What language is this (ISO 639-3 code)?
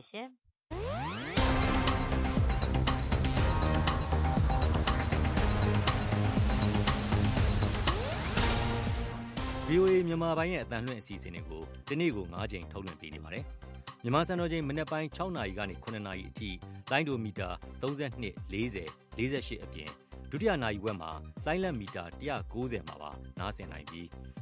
mya